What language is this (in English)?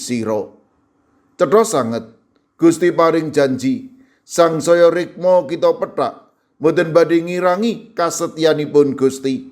Javanese